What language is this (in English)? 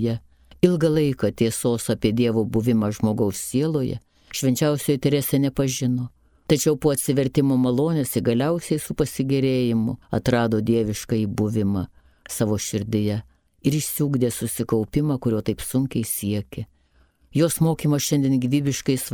Lithuanian